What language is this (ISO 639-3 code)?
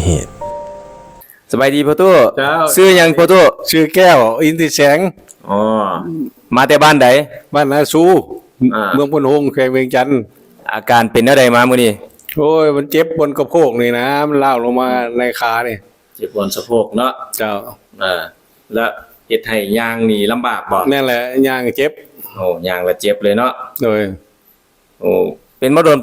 lao